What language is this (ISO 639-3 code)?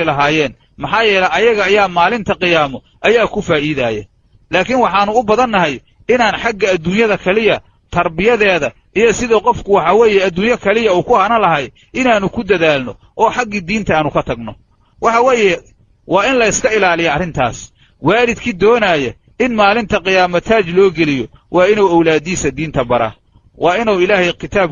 som